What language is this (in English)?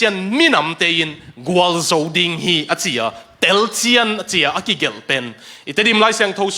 Tedim Chin